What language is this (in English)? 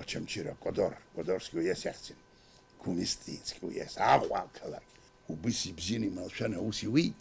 Abkhazian